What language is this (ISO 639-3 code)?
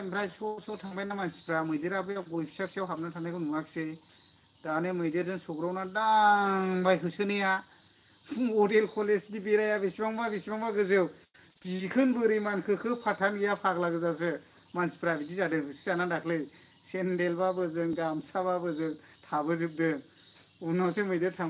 brx